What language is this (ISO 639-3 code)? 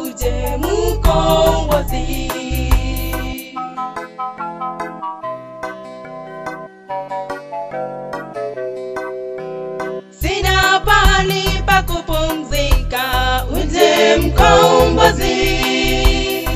swa